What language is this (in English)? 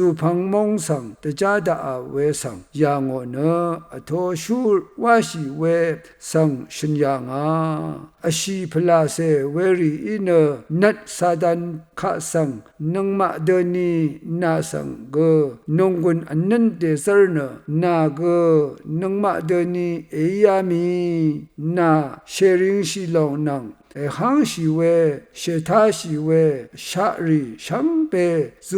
Rawang